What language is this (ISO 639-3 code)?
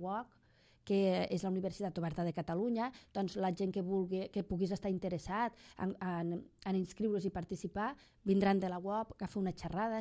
cat